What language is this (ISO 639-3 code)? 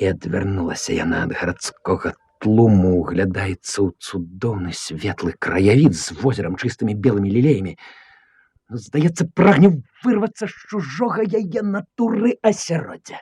bel